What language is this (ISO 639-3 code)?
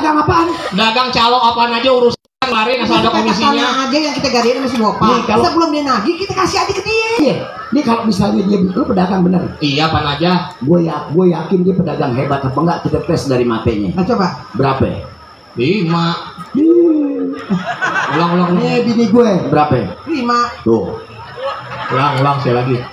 bew